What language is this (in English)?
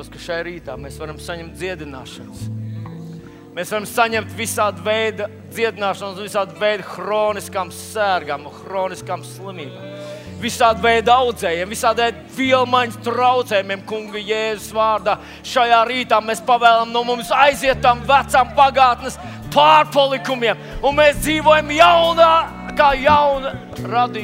Latvian